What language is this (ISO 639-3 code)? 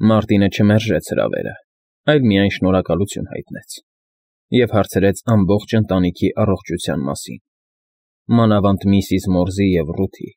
hye